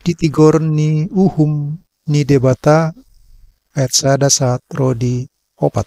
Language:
Batak Toba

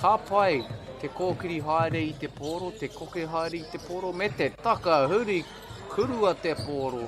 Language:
Māori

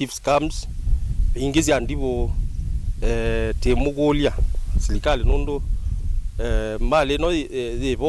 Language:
Kamba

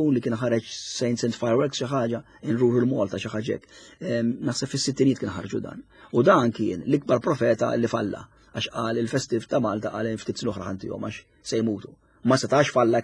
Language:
Maltese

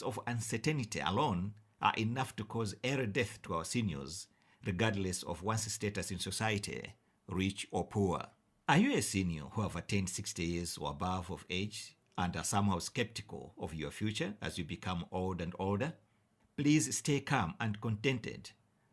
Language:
English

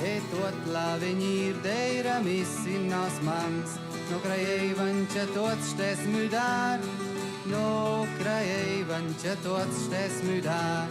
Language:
Romansh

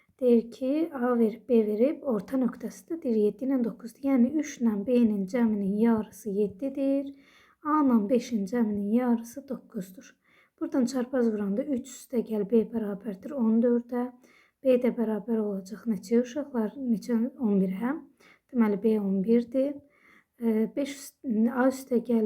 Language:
Azerbaijani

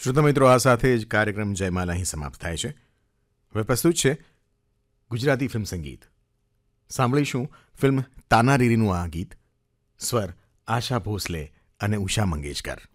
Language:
Gujarati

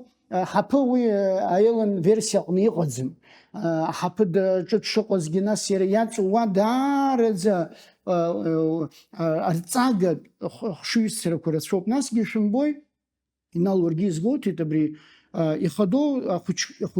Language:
Abkhazian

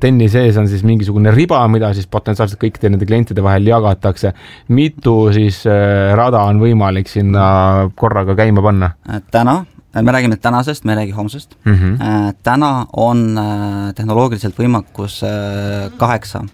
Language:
Estonian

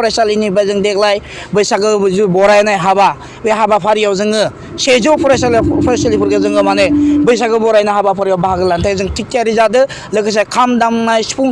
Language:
Bodo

